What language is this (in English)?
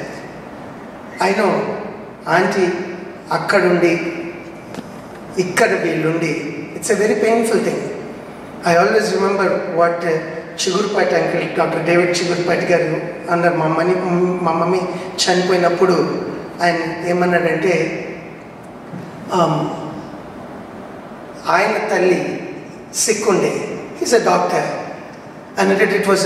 Telugu